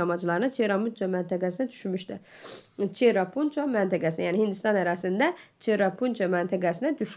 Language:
Azerbaijani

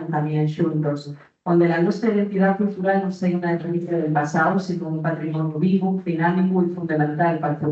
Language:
Asturian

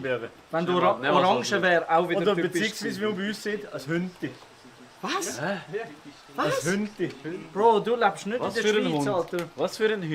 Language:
Swiss German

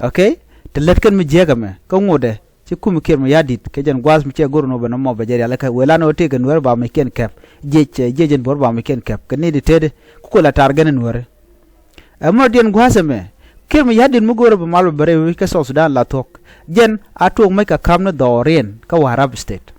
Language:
Nuer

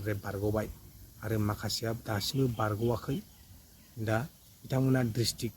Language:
Bodo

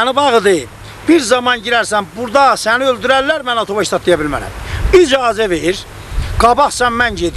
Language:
South Azerbaijani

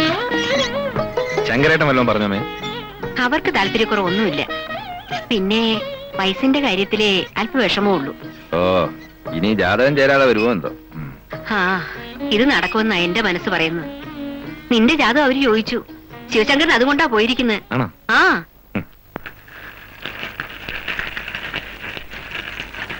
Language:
Malayalam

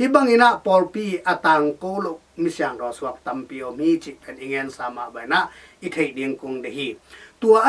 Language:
Tedim Chin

